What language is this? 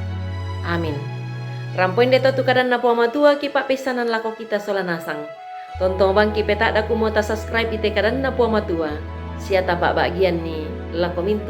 Toraja-Sa'dan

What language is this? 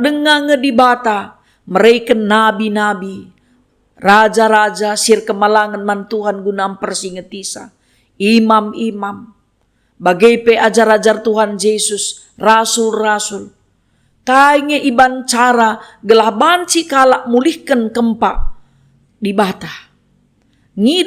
Batak Karo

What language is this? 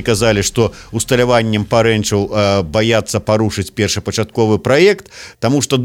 Belarusian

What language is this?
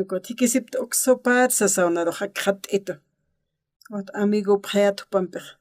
Aymara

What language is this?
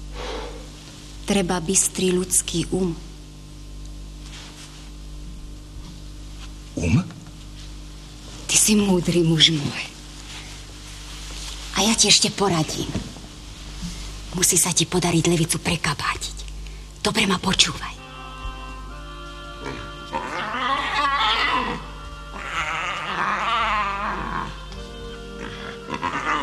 Slovak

